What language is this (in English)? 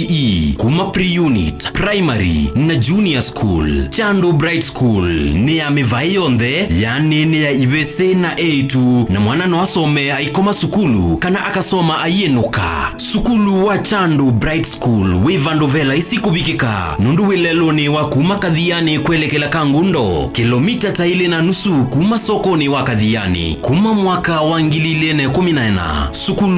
Kamba